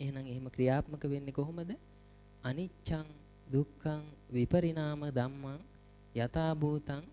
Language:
Sinhala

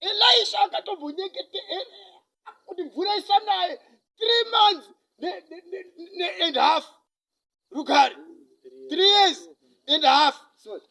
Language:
Shona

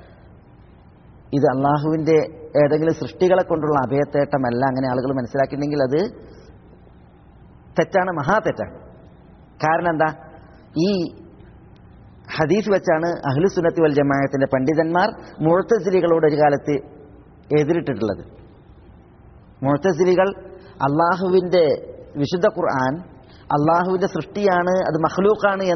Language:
Malayalam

